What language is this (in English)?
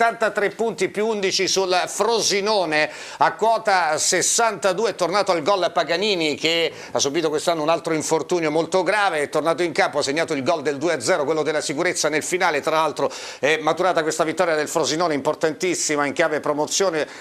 Italian